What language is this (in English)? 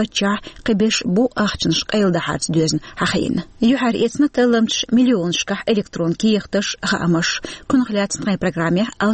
Chechen